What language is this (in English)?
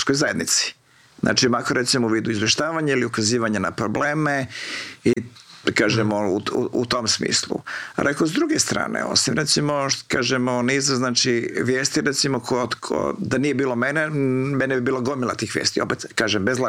Croatian